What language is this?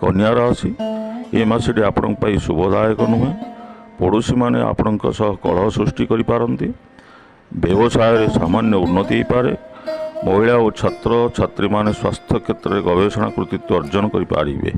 Odia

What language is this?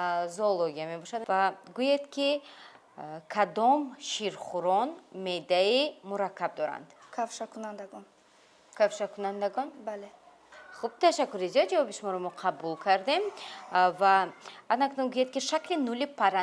Tajik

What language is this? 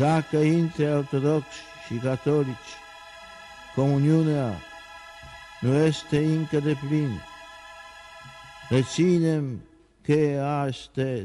Romanian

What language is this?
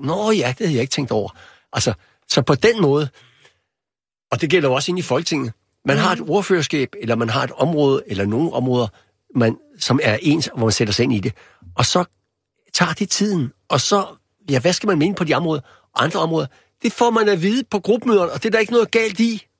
Danish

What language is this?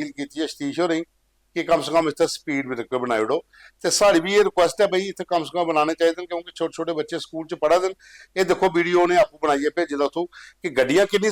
Dogri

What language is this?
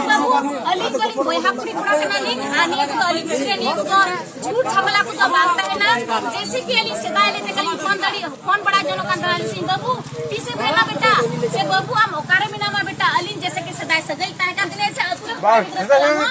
Santali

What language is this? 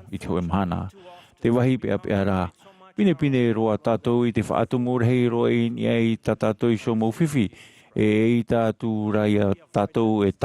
Tahitian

